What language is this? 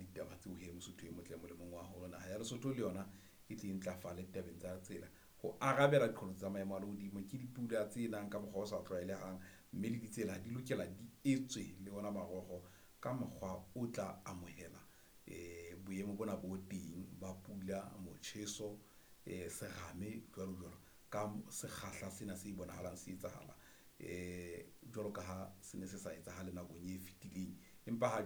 Southern Sotho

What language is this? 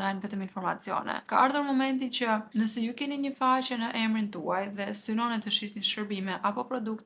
Albanian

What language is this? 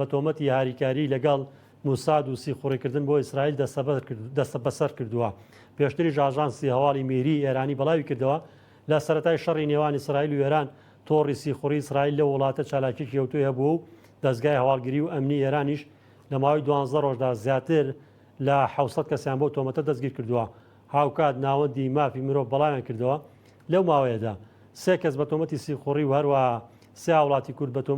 Central Kurdish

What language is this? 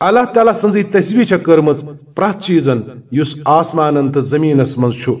Kashmiri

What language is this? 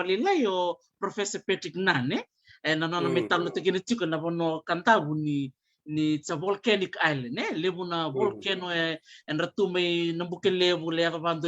Fijian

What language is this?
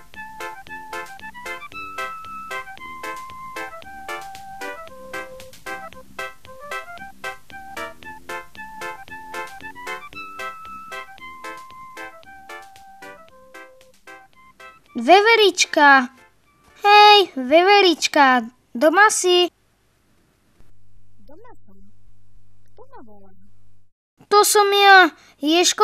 Slovak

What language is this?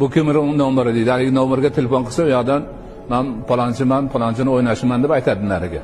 Uzbek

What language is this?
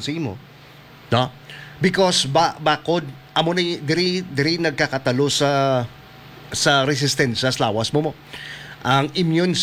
Hiligaynon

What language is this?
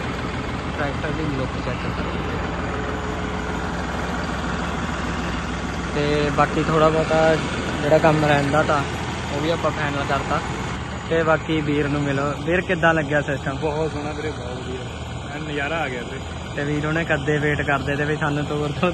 Punjabi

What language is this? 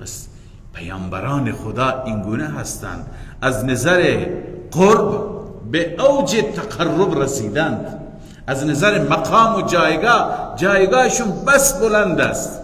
Persian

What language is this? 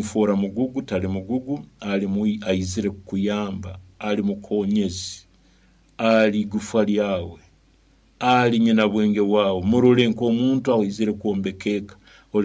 Nyoro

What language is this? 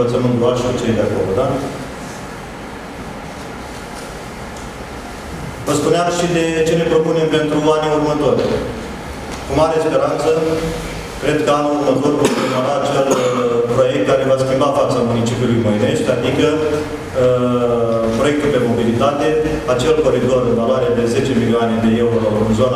Romanian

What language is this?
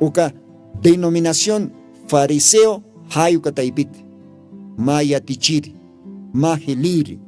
Aymara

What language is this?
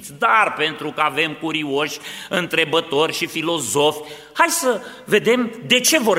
Romanian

